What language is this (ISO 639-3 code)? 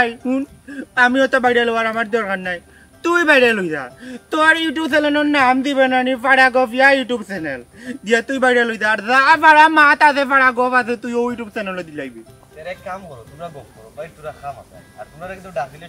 syl